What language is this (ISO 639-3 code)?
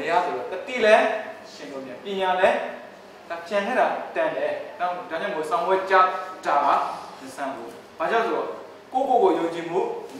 mya